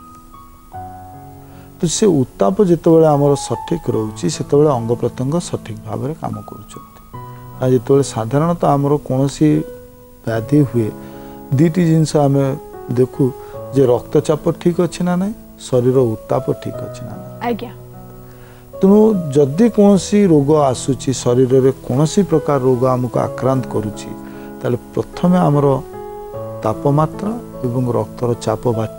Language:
Odia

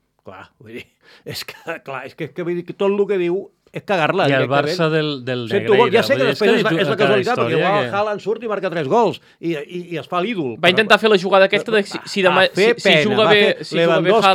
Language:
Catalan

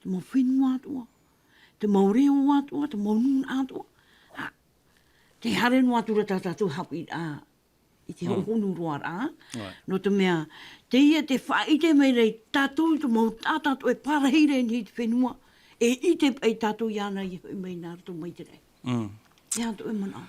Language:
Tahitian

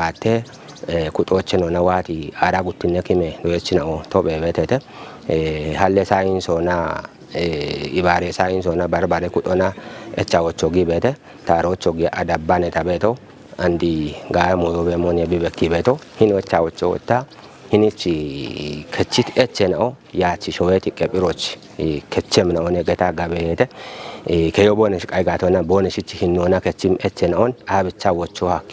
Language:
Kafa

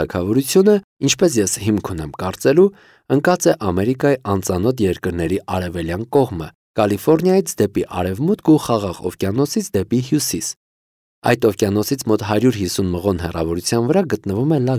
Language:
Armenian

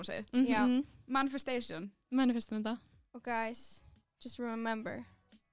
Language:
Icelandic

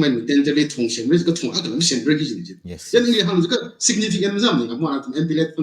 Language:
Tangkhul Naga (India)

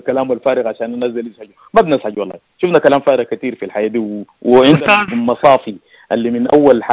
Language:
Sudanese Arabic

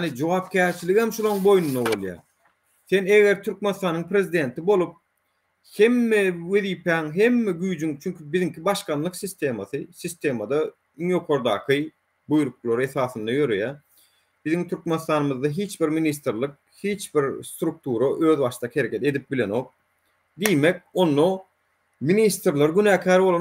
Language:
Turkmen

